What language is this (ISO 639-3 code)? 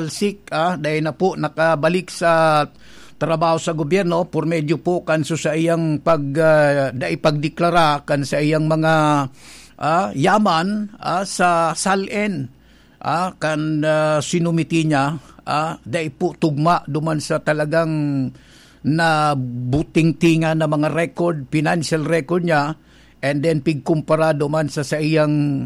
bik